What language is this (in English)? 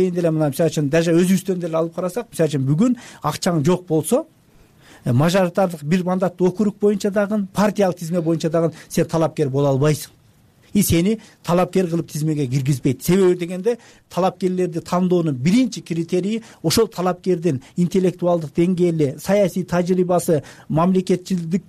Kyrgyz